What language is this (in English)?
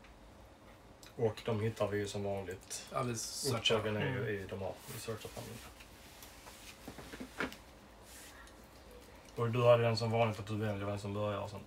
Swedish